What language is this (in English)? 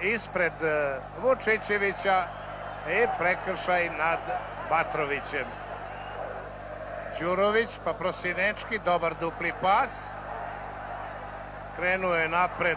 Serbian